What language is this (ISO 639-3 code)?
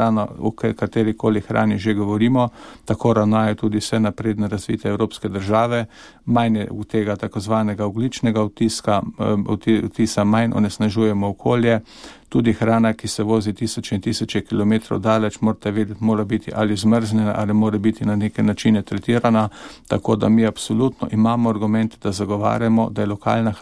slv